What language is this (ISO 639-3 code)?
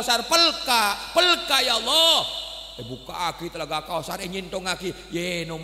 mad